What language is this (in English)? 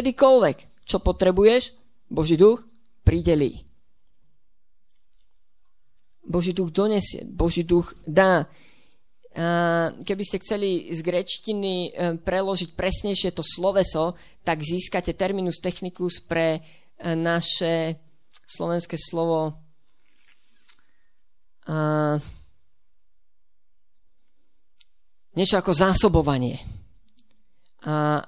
Slovak